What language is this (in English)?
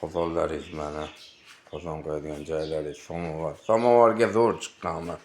Uzbek